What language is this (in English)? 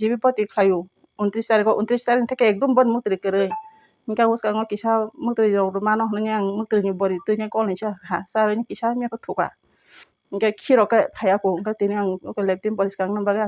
Kok Borok